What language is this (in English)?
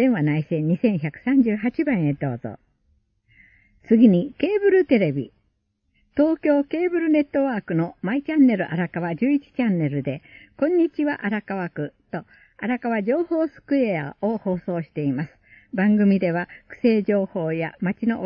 Japanese